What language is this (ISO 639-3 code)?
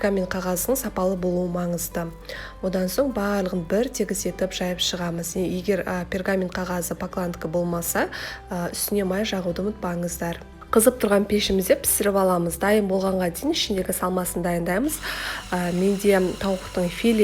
kaz